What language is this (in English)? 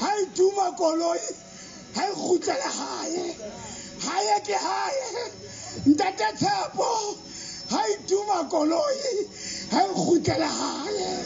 Southern Sotho